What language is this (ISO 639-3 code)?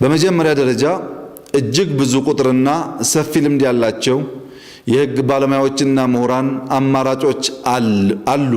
amh